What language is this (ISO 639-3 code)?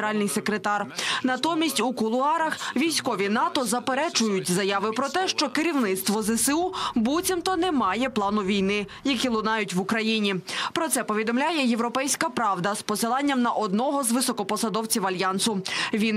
ukr